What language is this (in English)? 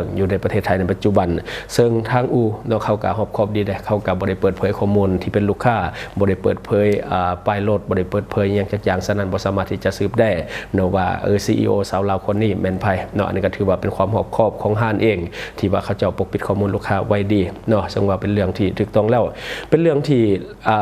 Lao